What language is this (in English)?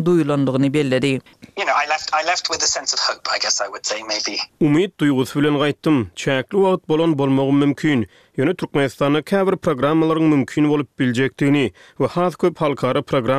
Turkmen